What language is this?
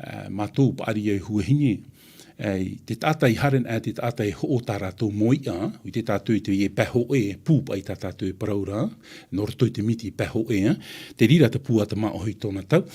Tahitian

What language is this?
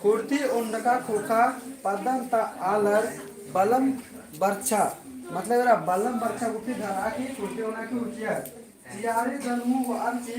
Kurukh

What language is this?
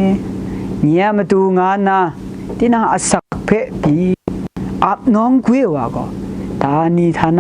Kachin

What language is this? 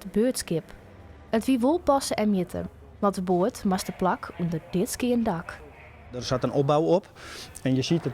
Western Frisian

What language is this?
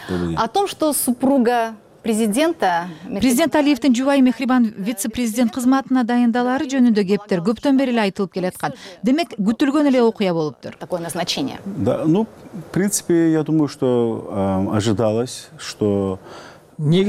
Kyrgyz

